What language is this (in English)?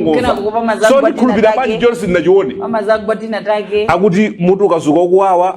Nyanja